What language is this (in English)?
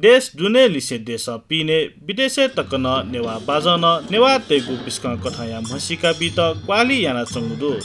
Newari